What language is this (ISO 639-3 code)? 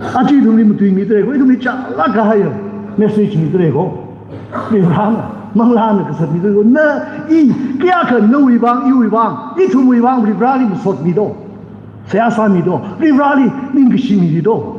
nmf